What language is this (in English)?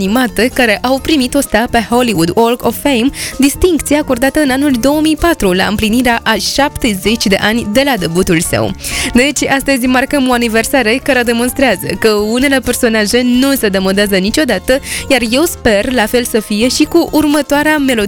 Romanian